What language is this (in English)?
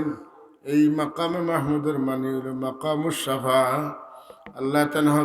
Sylheti